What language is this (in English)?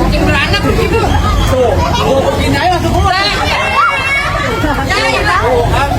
Betawi